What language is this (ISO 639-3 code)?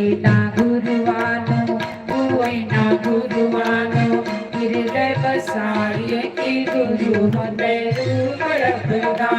doi